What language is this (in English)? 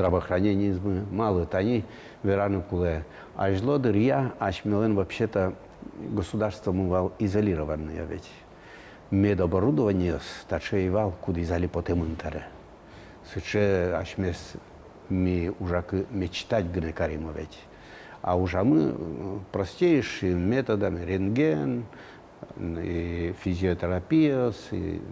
Udmurt